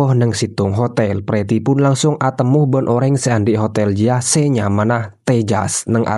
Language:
Madurese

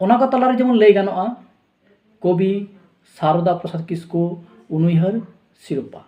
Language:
Santali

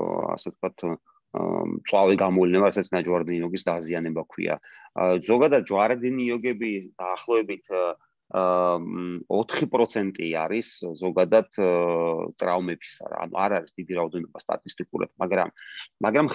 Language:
Georgian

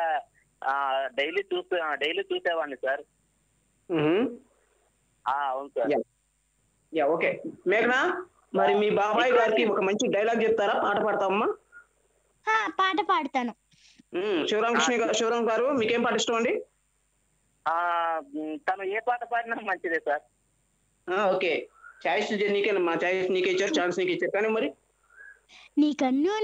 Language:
Telugu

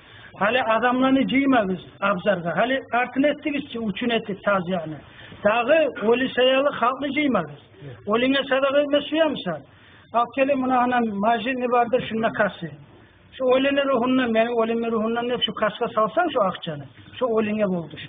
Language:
Kumyk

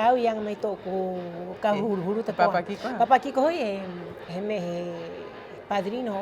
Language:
Rapanui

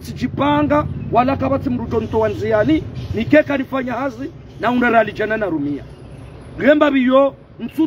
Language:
Ngazidja Comorian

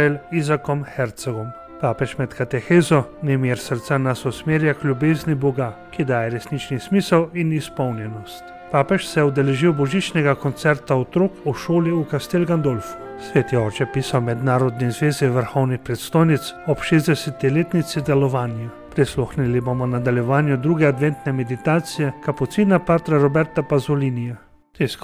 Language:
Slovenian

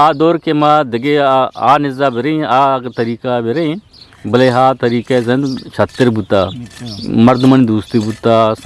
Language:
Eastern Balochi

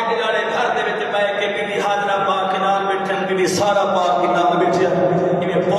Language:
Saraiki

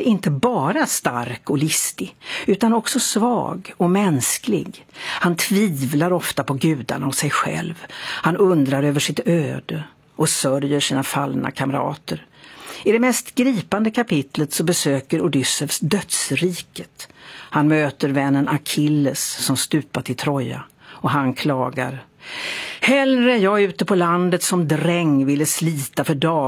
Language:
Swedish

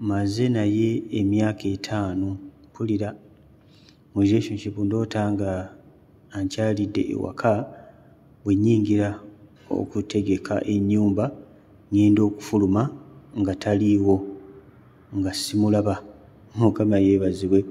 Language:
Ganda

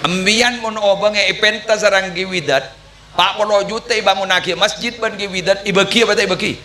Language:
Madurese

